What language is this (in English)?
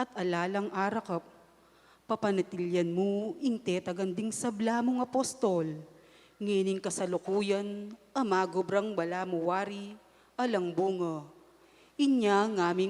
Pampanga